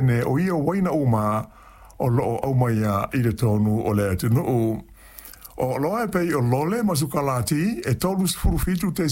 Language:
Samoan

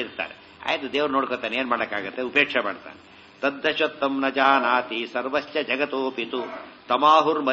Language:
Kannada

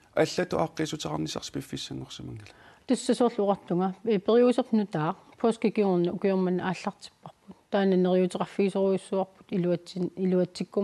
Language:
Kalaallisut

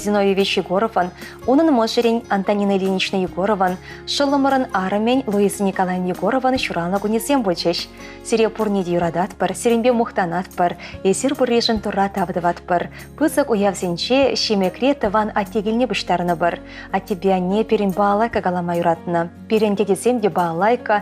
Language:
Chuvash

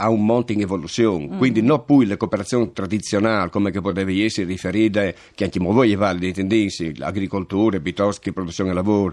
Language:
Friulian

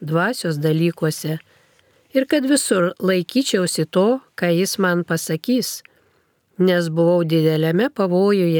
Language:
Lithuanian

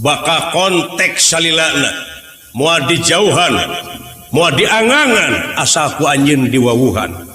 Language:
Sundanese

